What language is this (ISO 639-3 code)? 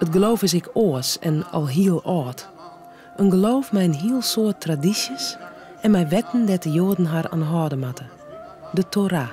fry